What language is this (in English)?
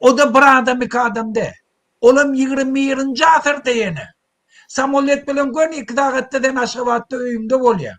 Turkmen